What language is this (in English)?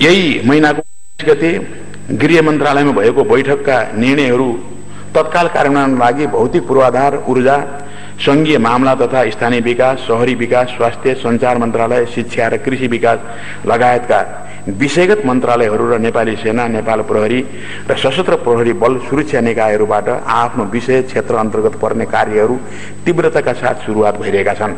Nepali